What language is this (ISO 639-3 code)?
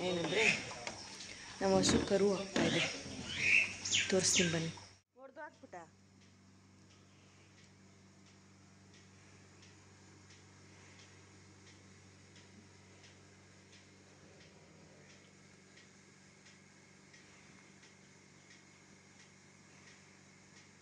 kan